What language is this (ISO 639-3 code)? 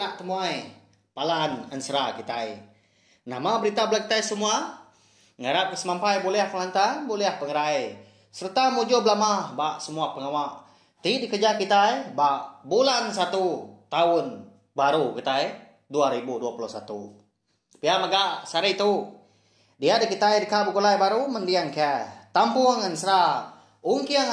iba